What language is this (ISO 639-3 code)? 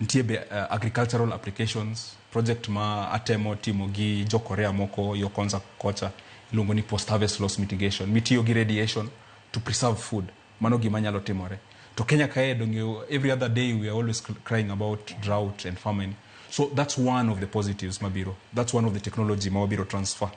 luo